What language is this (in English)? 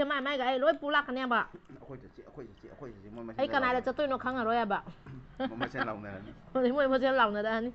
Manipuri